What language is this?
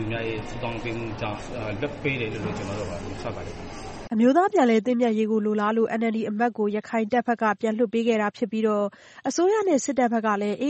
Burmese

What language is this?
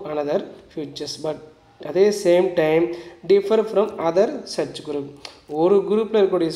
Tamil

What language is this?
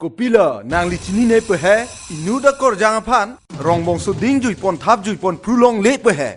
Karbi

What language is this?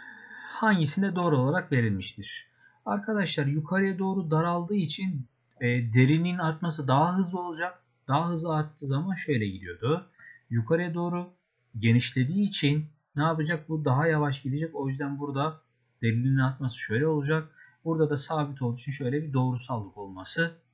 Turkish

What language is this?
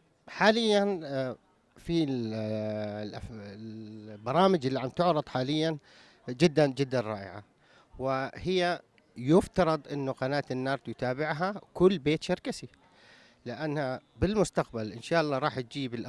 North Levantine Arabic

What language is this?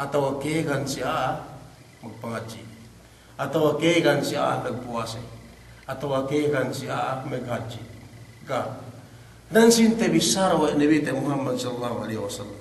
Yakan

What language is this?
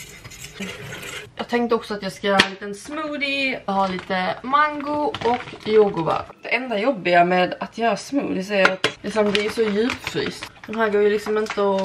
Swedish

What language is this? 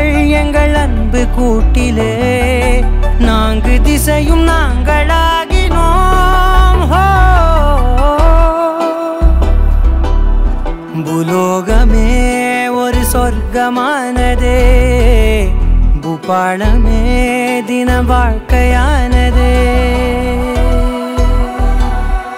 Tamil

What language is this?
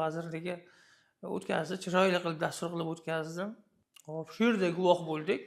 Uzbek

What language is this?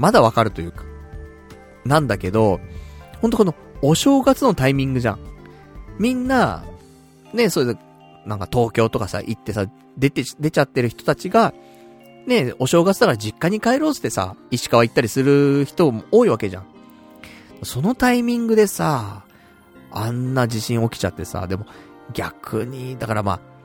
Japanese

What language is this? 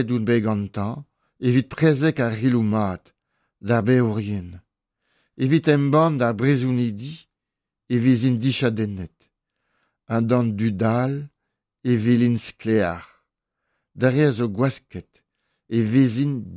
Breton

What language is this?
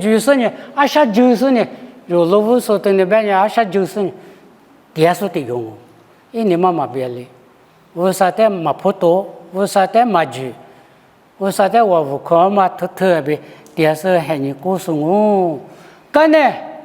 Lisu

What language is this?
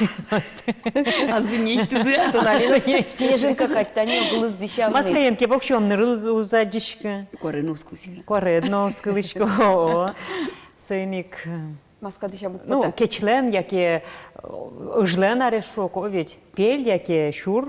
Udmurt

